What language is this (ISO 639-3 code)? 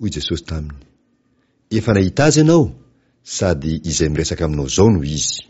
mlg